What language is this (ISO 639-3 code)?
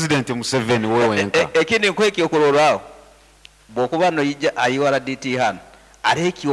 nyn